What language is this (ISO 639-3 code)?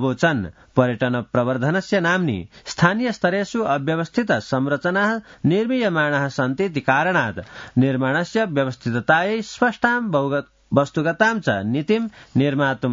san